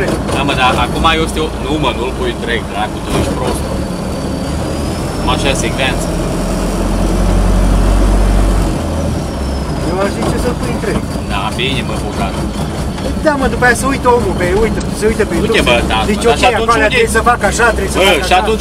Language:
Romanian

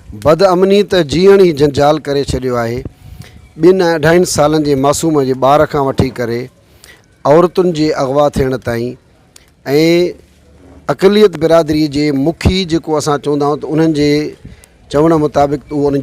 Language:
Sindhi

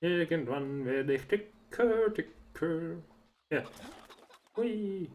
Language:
Swiss German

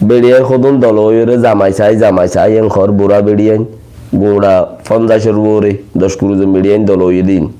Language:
Rohingya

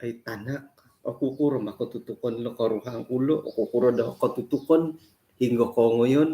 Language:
Central Dusun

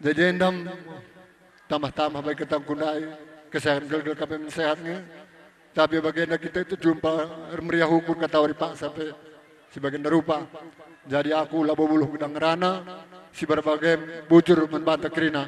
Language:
Batak Karo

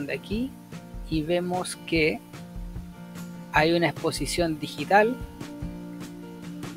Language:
Spanish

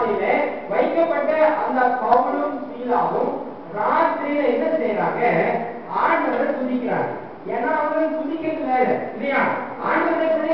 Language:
Tamil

